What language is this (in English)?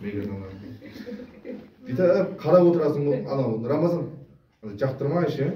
Kazakh